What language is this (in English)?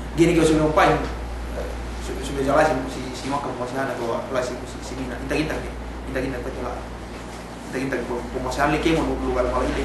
Yakan